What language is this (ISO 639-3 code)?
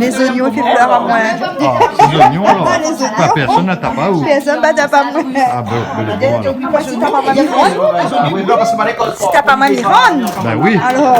rcf